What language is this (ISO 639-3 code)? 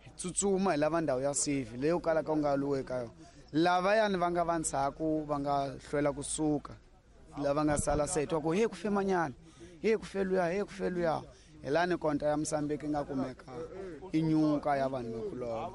tso